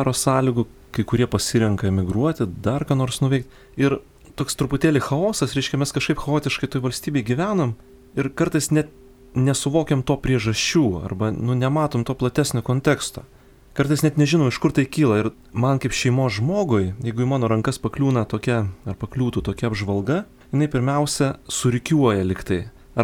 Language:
Lithuanian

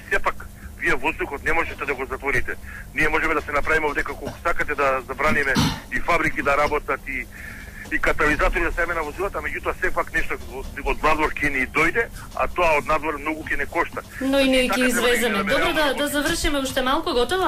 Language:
Macedonian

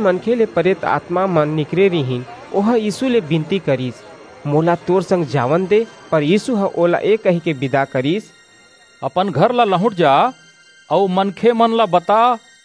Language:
Chhattisgarhi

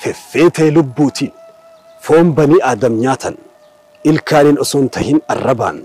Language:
Oromo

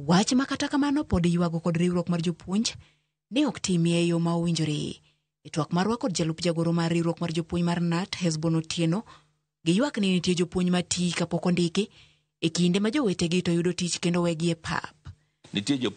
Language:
Luo (Kenya and Tanzania)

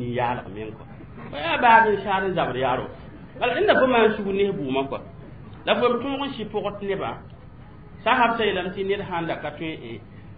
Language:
Mossi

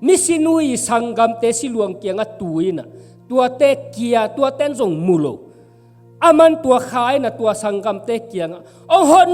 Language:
Tedim Chin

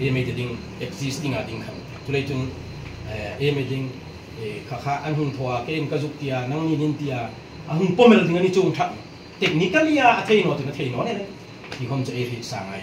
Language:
Hmar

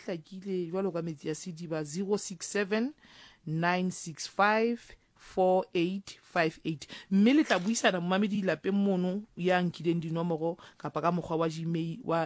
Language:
Southern Sotho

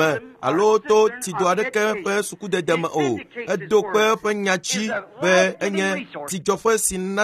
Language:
Ewe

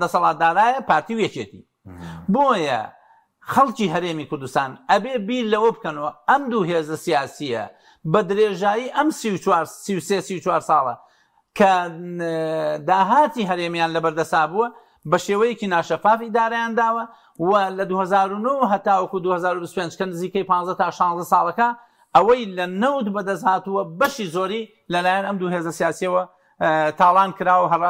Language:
Central Kurdish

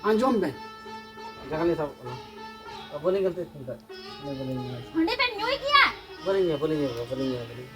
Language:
Santali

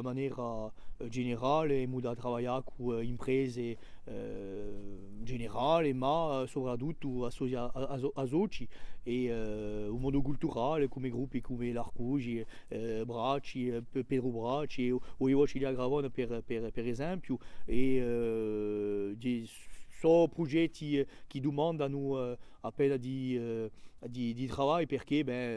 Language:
Corsican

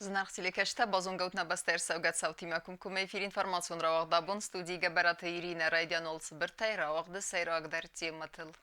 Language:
Ossetic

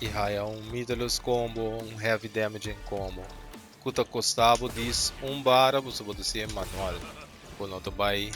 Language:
Papiamento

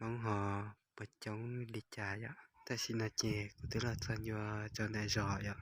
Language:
Hmong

